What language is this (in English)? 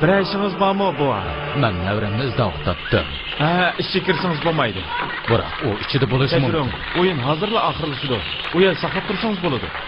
Uyghur